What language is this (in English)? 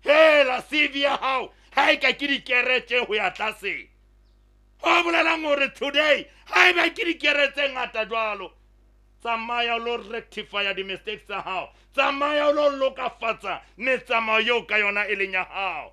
Southern Sotho